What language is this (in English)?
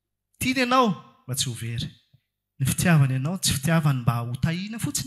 Malagasy